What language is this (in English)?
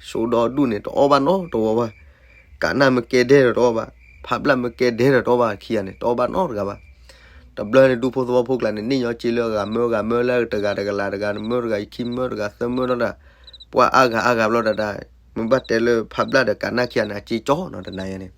S'gaw Karen